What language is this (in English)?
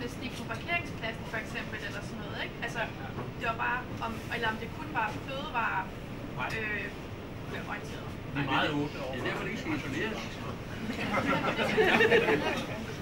Danish